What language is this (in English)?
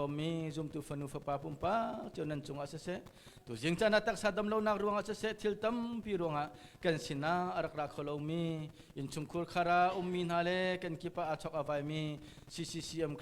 Hakha Chin